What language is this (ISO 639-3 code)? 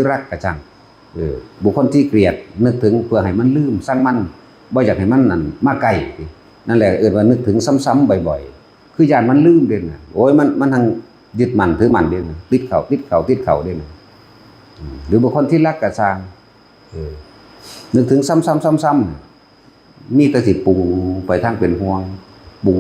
tts